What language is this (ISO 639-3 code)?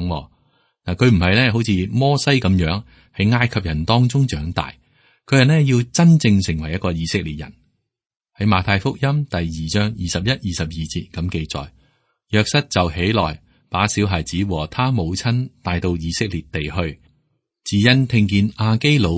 yue